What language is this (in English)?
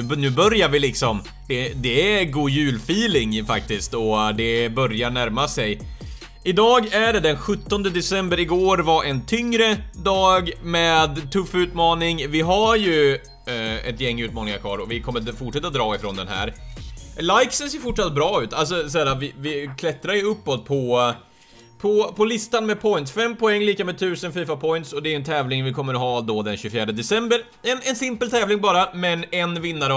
Swedish